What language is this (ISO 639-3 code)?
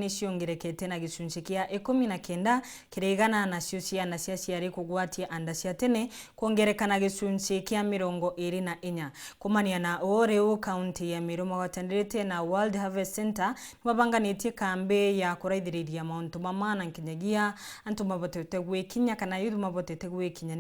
mer